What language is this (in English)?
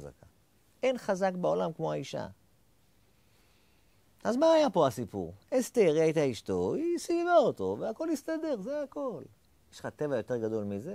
Hebrew